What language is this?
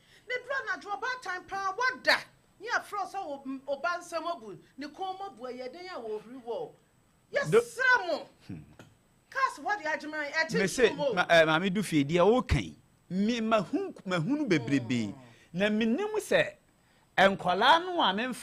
Akan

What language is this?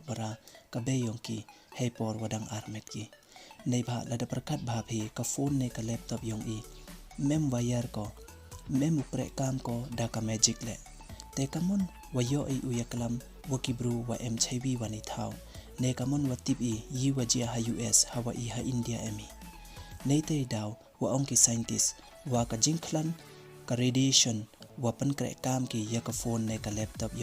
Pnar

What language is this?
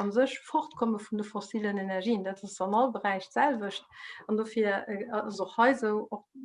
Luxembourgish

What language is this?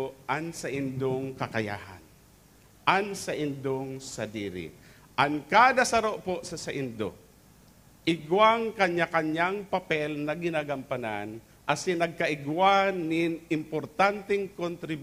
Bikol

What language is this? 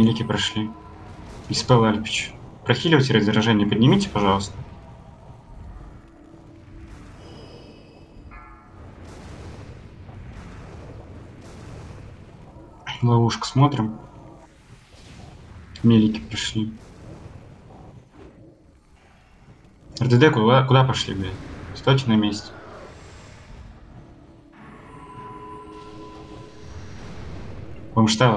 Russian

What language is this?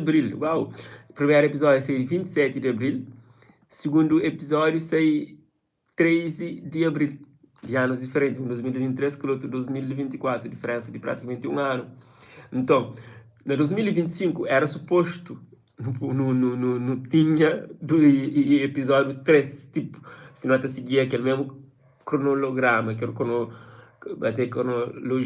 Kabuverdianu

